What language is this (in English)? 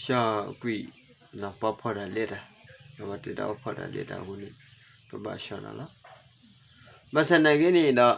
S'gaw Karen